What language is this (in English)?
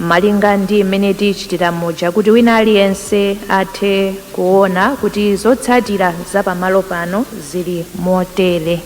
Nyanja